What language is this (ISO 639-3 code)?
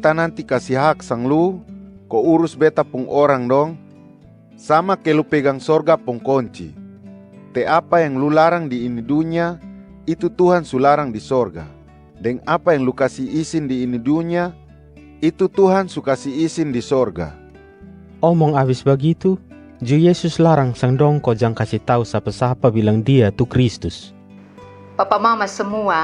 mkn